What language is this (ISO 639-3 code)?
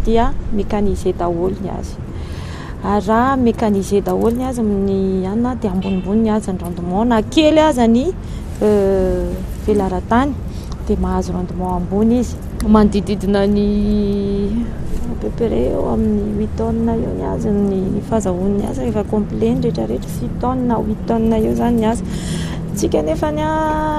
mlg